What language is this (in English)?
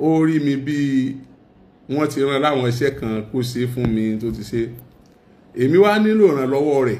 Yoruba